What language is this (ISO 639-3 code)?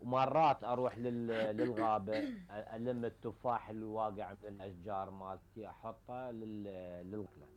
acm